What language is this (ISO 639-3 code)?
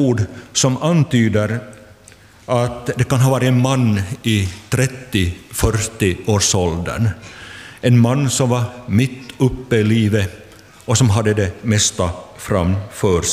swe